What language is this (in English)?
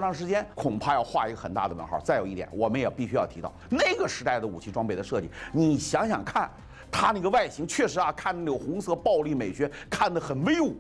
Chinese